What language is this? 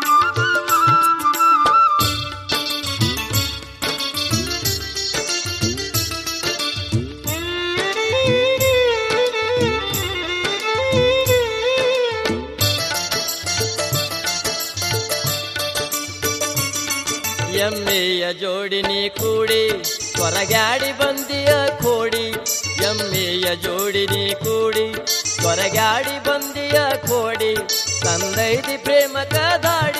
Kannada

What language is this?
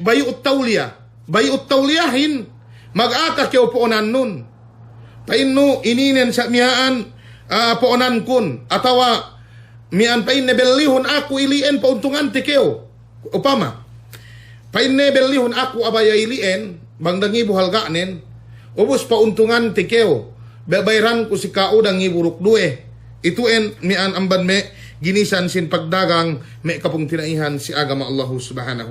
Yakan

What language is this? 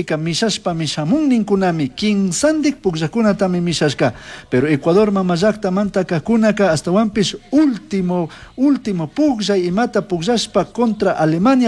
Chimborazo Highland Quichua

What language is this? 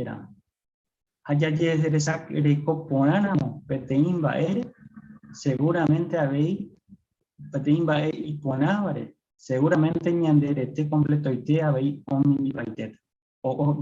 Guarani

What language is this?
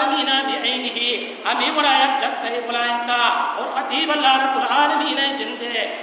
Baluchi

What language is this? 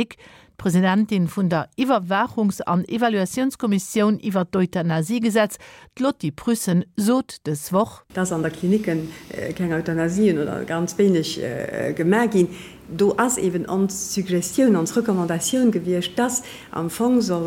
Luxembourgish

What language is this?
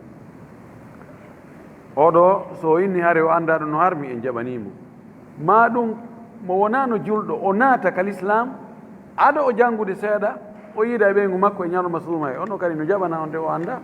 Fula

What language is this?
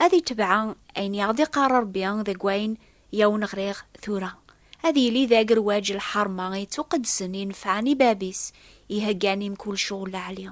Kabyle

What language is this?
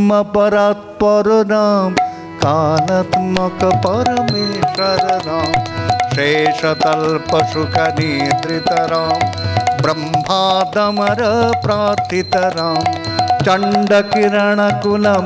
Bangla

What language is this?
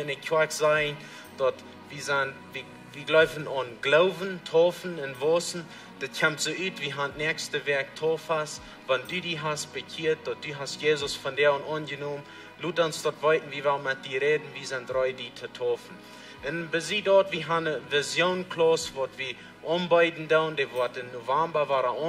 Plautdietsch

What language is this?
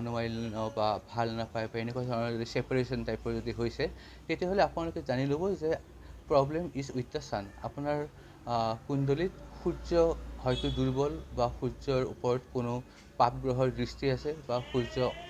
Assamese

